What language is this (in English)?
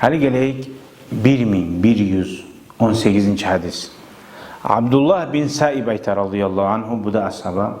Kumyk